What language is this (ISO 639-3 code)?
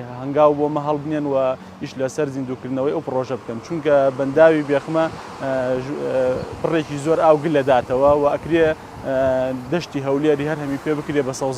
ckb